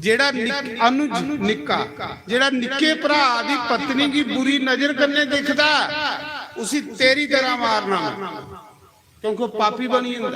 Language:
Dogri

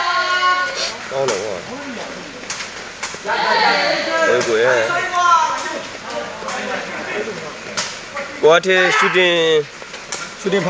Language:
Burmese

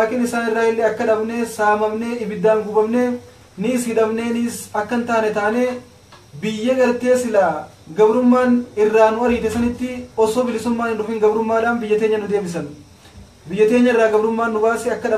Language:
Oromo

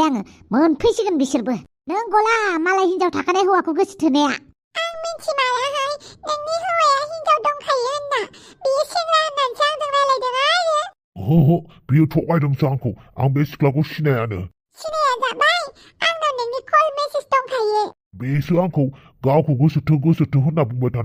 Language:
Bodo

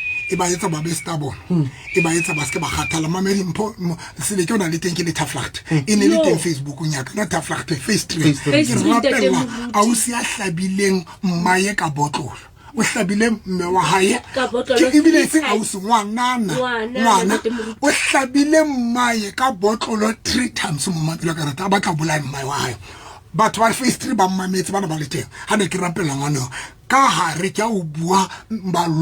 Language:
Southern Sotho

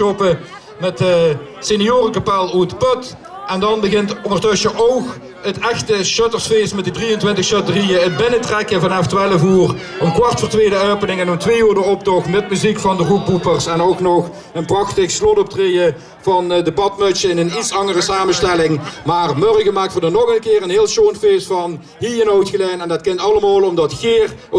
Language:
Limburgish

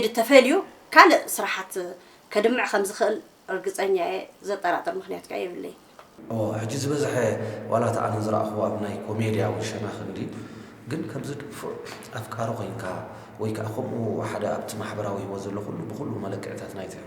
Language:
Tigrinya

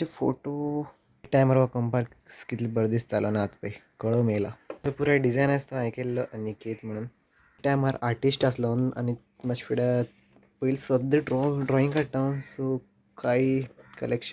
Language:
Konkani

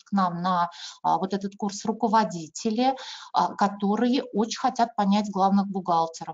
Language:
Russian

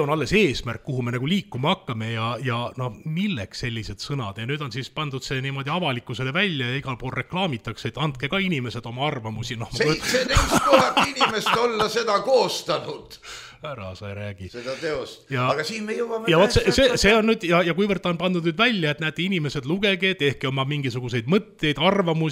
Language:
Estonian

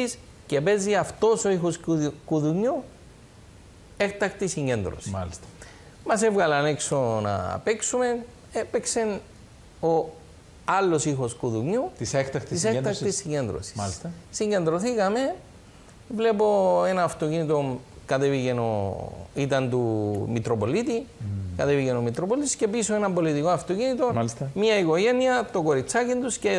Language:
Greek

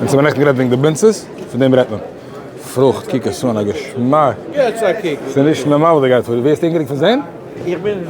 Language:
Yiddish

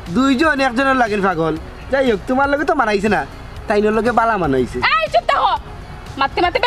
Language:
Sylheti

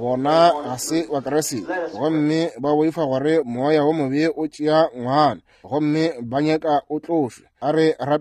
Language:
Northern Sotho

